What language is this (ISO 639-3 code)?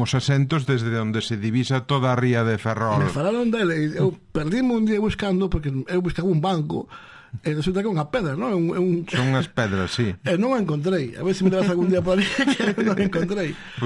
glg